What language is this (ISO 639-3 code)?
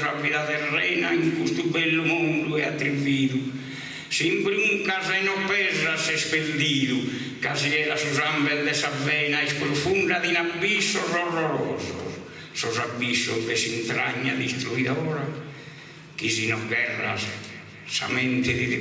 srd